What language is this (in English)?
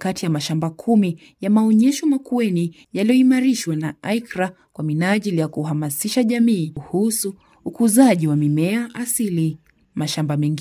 Swahili